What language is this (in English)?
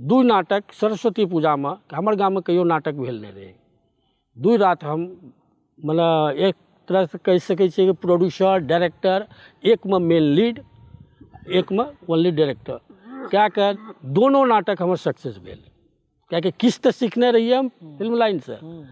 Maithili